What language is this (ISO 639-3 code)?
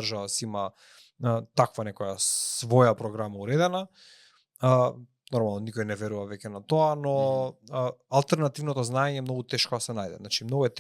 mkd